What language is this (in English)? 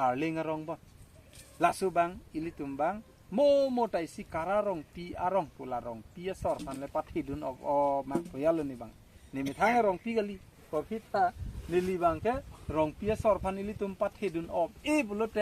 Karbi